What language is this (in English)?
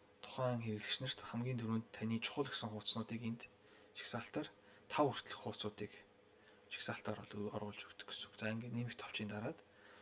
Mongolian